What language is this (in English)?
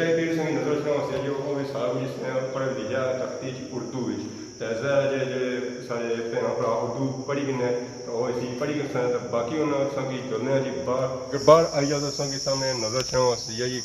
Pahari-Potwari